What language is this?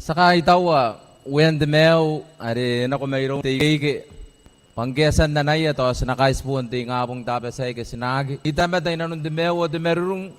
Gilbertese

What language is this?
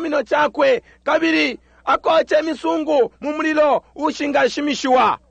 Bemba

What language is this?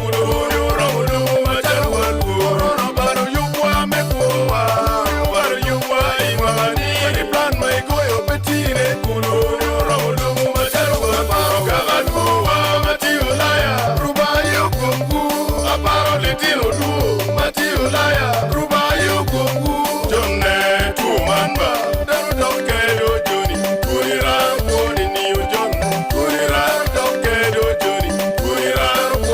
Acoli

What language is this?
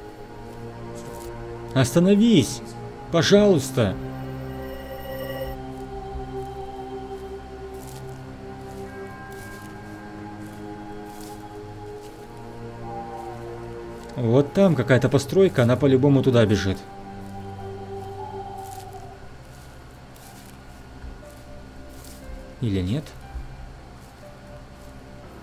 Russian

